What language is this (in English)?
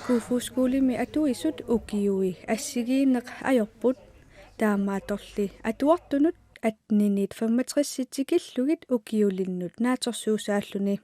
Kalaallisut